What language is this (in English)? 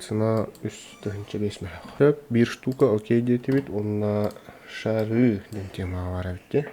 Yakut